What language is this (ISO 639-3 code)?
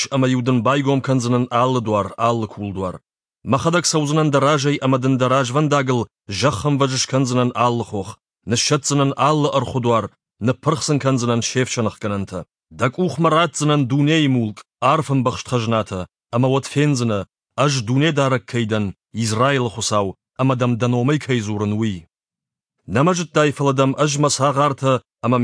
oss